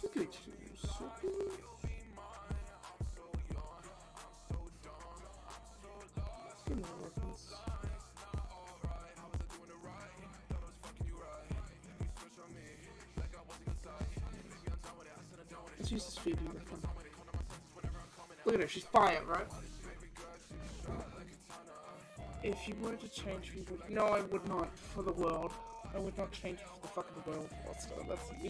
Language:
English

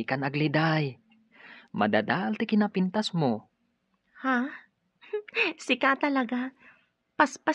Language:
Iloko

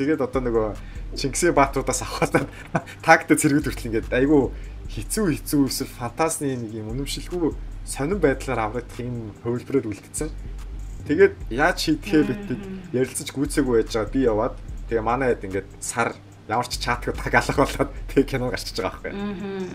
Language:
Mongolian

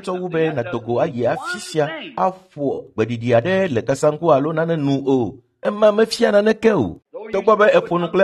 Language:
Ewe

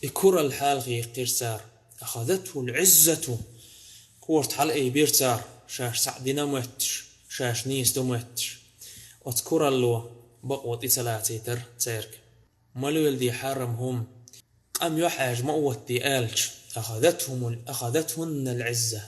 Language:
Chechen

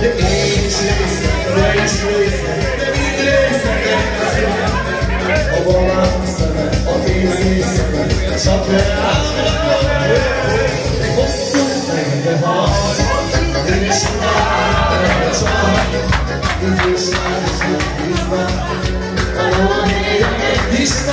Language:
Hungarian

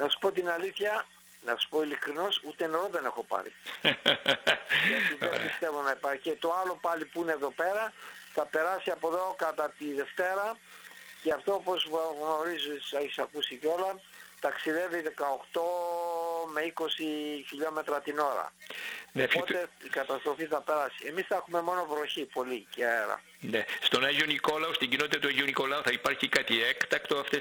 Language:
Greek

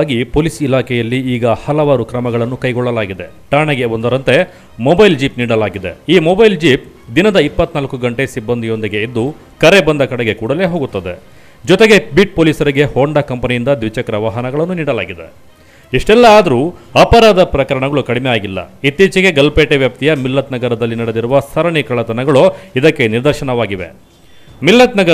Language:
Kannada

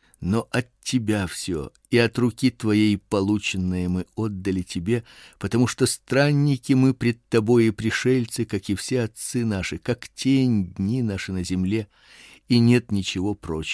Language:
Russian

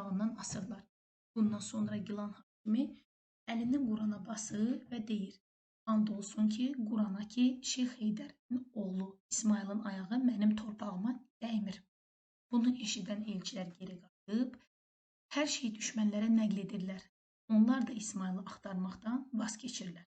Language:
Azerbaijani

